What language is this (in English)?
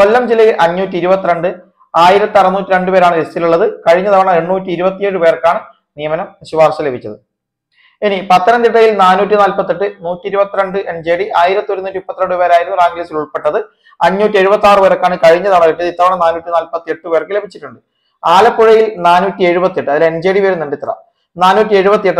Malayalam